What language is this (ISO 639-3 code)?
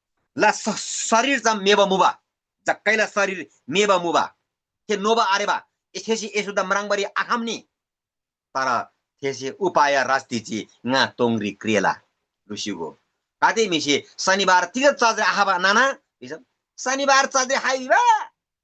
taj